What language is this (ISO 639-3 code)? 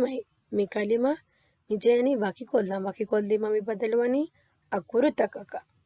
div